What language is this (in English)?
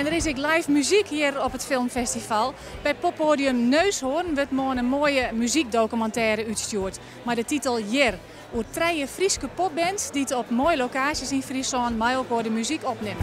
Western Frisian